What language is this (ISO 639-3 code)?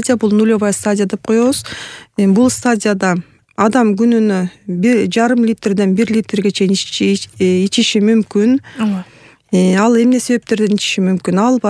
kir